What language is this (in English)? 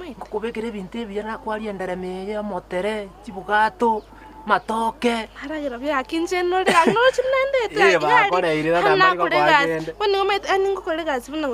Gusii